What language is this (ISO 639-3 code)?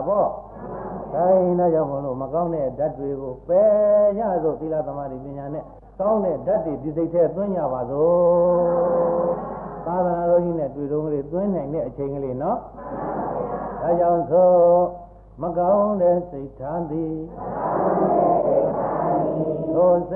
mya